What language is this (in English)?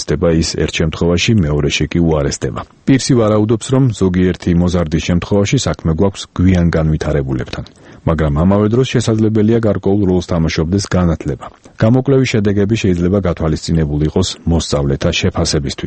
Georgian